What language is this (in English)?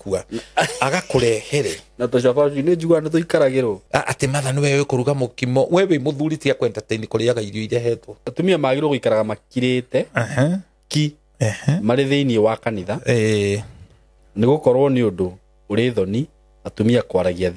Kikuyu